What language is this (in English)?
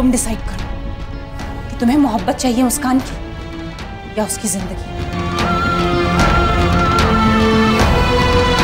Hindi